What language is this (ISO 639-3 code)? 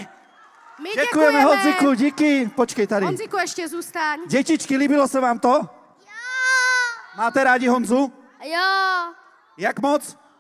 ces